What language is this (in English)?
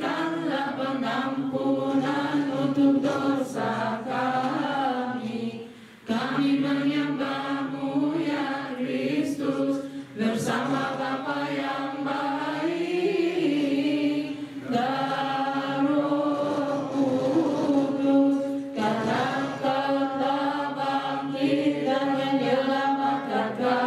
Indonesian